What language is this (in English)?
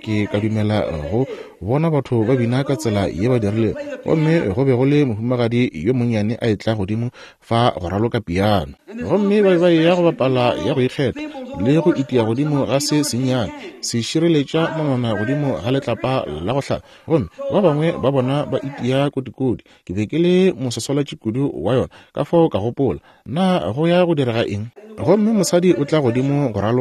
Northern Sotho